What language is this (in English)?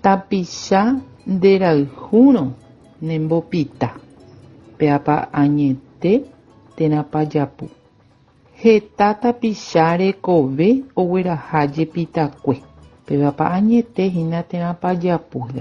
Guarani